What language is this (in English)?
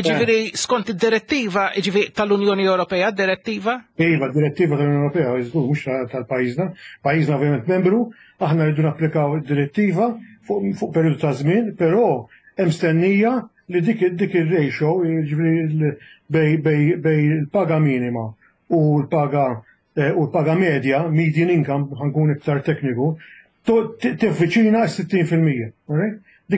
Maltese